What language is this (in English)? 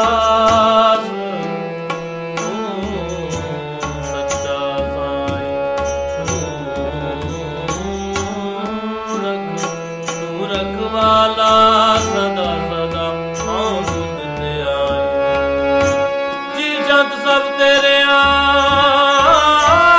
Punjabi